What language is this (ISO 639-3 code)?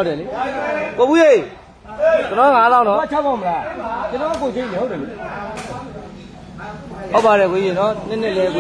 mya